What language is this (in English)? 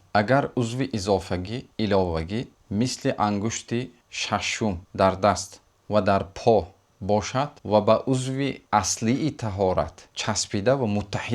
Tajik